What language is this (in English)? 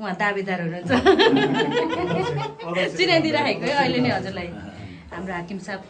Nepali